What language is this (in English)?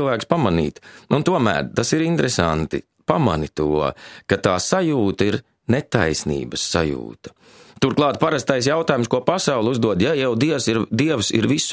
Latvian